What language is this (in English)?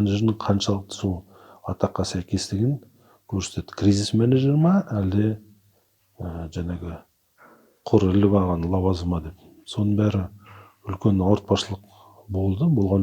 Kazakh